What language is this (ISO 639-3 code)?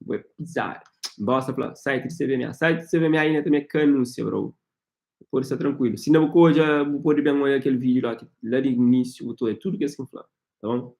kea